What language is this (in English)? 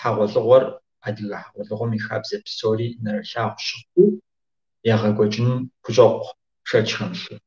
Kabardian